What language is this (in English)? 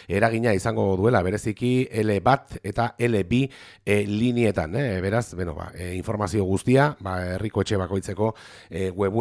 Basque